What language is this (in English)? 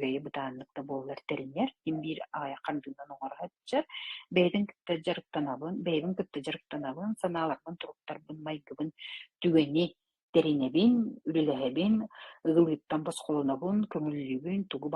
Yakut